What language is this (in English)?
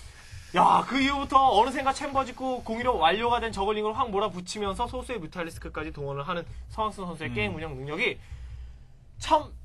Korean